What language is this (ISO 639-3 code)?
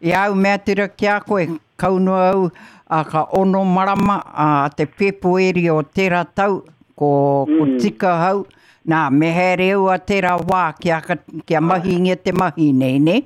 mri